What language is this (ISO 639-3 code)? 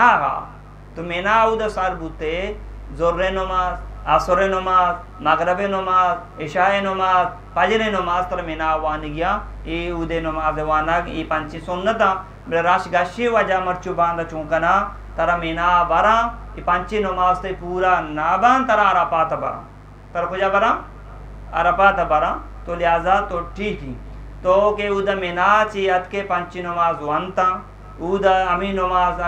bgp